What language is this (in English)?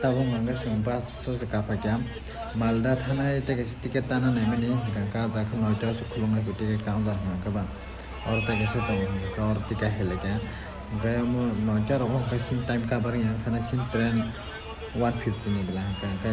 Kok Borok